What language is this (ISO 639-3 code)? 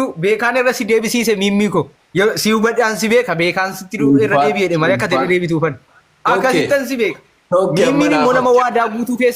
orm